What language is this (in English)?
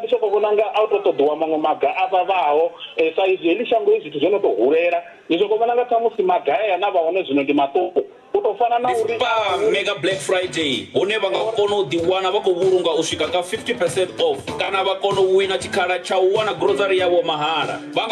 Venda